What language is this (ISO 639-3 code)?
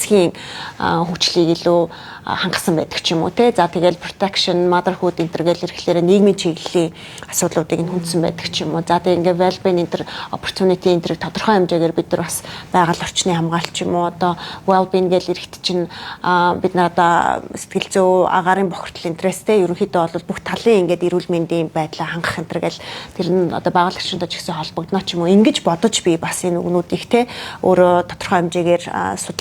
mon